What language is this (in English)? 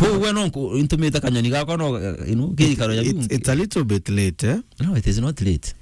Meru